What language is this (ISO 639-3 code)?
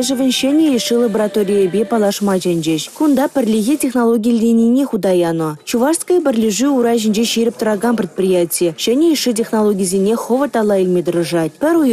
chv